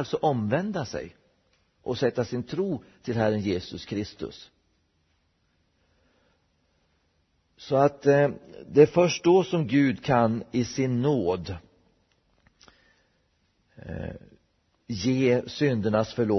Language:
Swedish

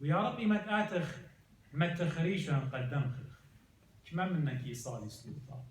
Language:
Assyrian Neo-Aramaic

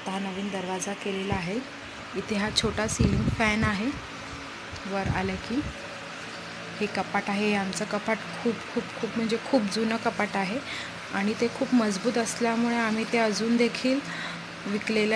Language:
Marathi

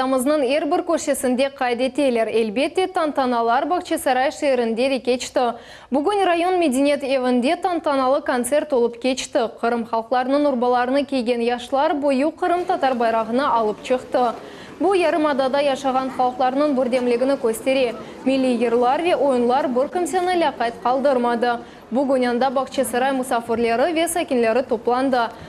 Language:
Crimean Tatar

